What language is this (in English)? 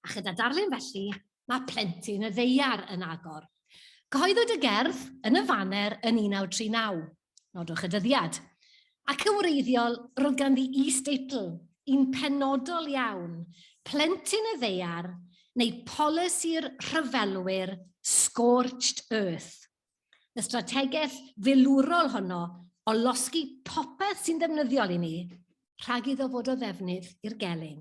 Welsh